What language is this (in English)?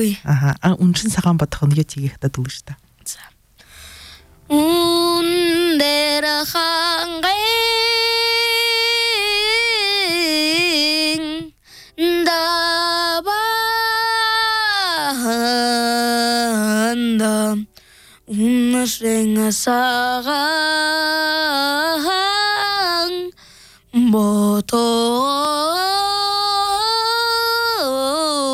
Buriat